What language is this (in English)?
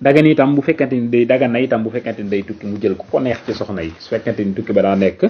Wolof